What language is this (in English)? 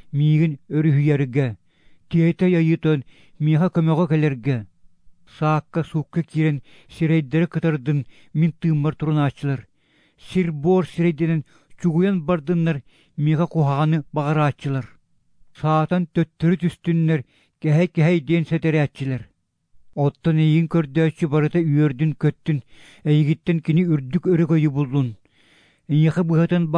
Yakut